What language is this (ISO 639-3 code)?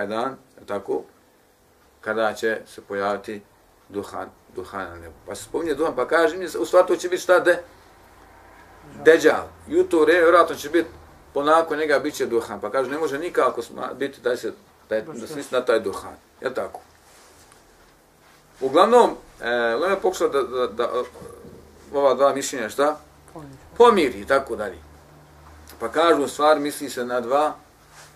bos